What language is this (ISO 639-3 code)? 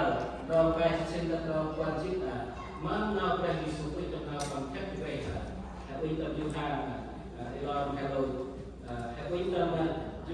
cmo